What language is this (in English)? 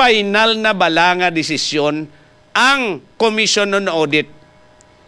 Hiligaynon